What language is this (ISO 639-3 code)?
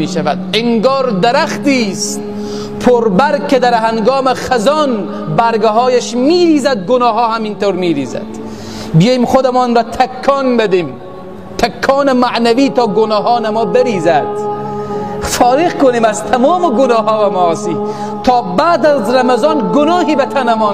fas